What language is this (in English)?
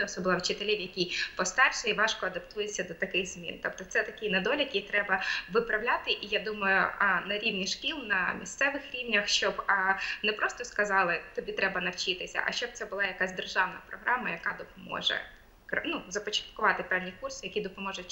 Ukrainian